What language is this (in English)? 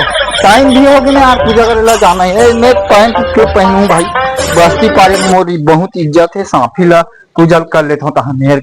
Chhattisgarhi